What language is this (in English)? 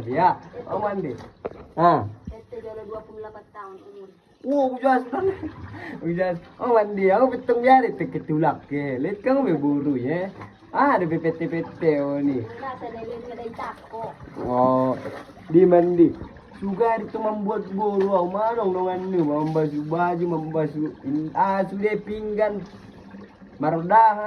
Batak Mandailing